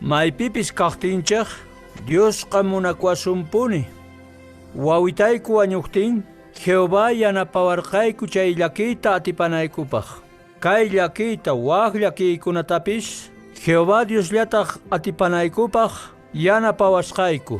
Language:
Quechua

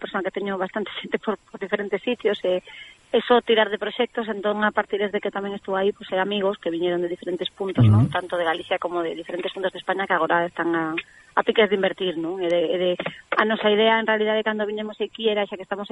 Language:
Galician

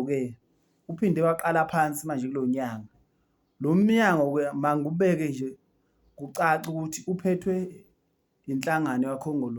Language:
Zulu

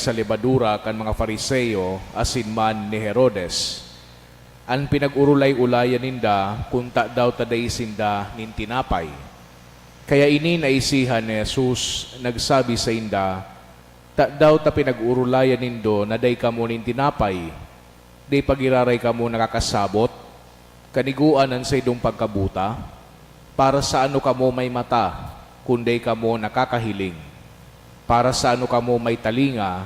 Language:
Bikol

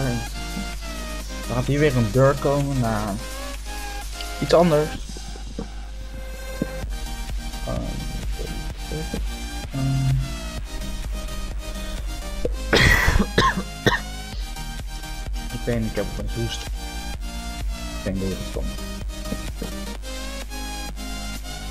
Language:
Dutch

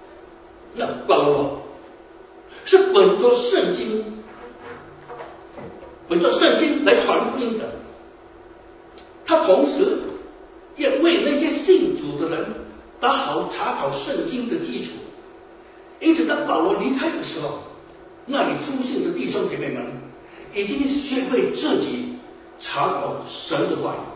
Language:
Chinese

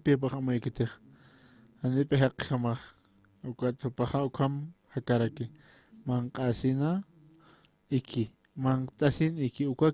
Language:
Aymara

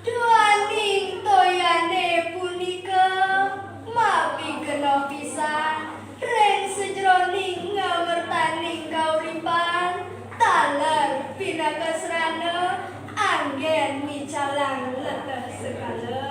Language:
Balinese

